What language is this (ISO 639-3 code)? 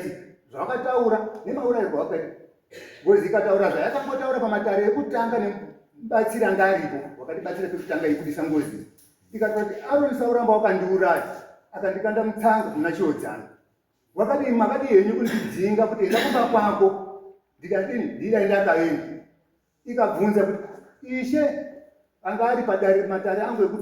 sna